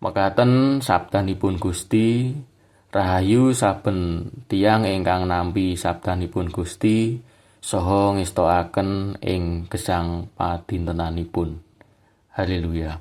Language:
Javanese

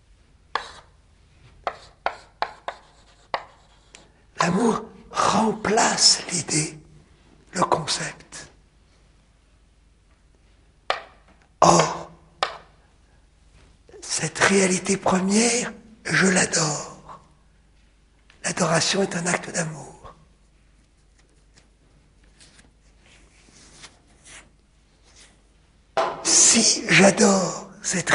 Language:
French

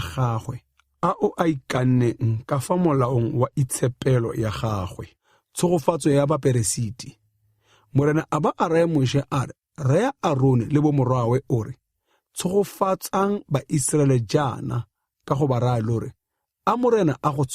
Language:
Tswana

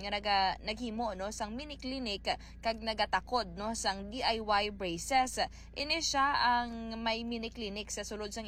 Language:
Hiligaynon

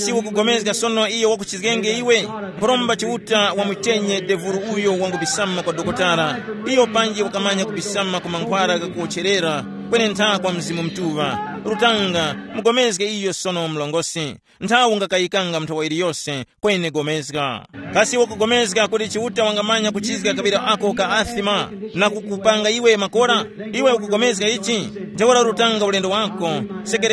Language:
Tumbuka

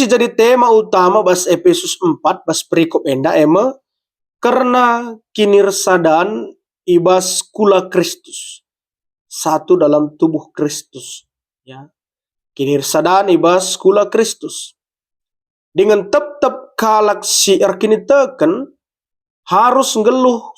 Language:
Batak Karo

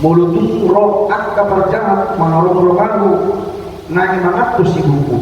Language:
Batak Toba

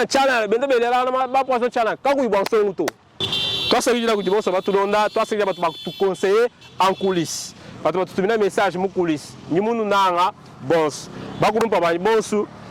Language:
Luba-Lulua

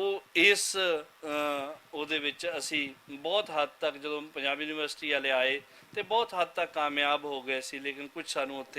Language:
Western Panjabi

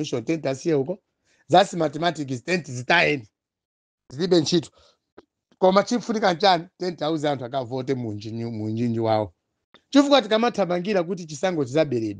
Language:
Nyanja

